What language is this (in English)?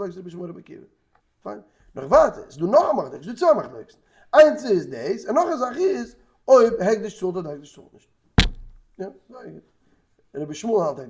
Yiddish